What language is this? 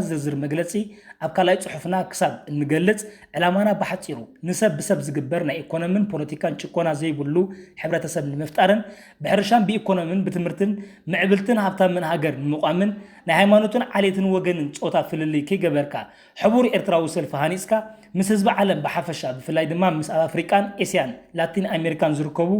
Tigrinya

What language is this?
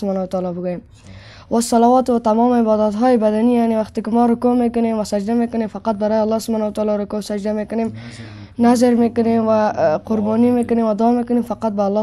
Persian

